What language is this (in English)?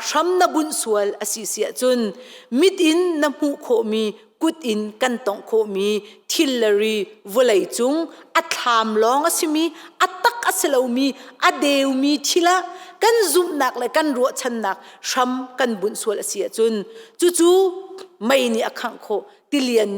Hakha Chin